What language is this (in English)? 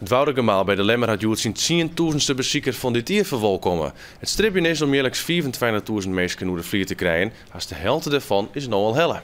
Western Frisian